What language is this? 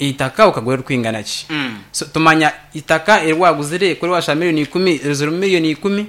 Nyankole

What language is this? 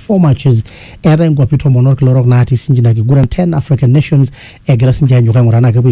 Masai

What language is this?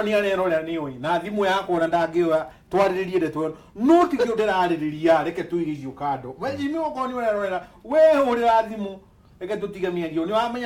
Kikuyu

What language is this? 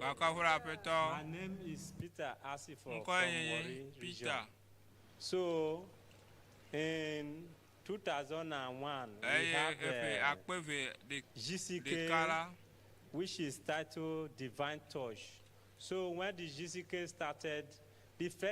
Ewe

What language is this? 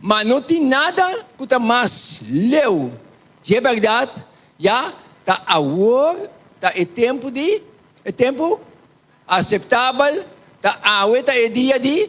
Papiamento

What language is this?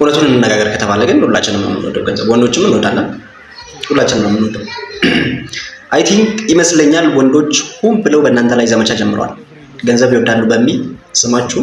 Amharic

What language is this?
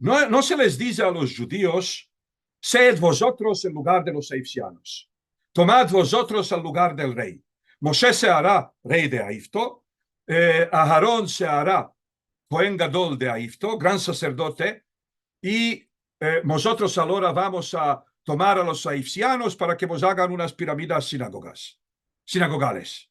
Ladino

